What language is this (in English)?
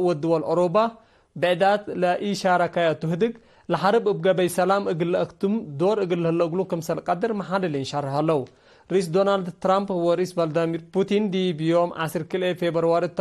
Tigre